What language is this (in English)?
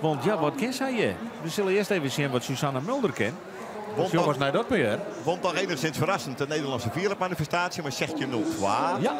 Western Frisian